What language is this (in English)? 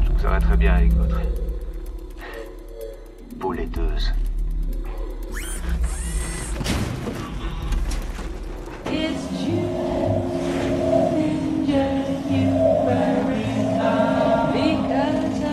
French